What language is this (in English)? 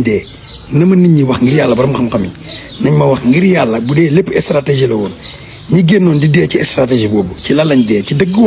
Wolof